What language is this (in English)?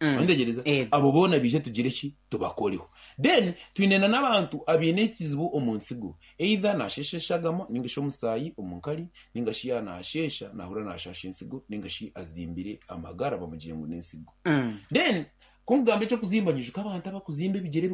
Nyankole